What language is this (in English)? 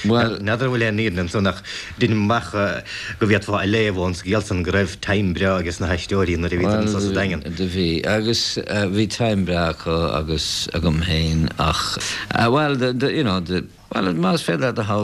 Irish